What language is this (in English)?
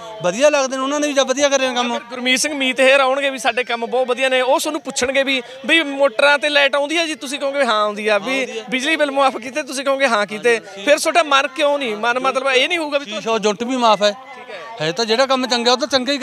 Punjabi